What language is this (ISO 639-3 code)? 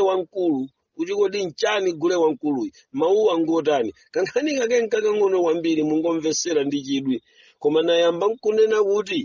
nya